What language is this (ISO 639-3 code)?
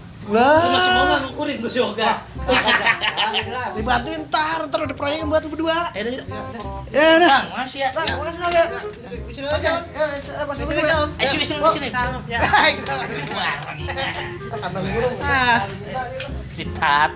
bew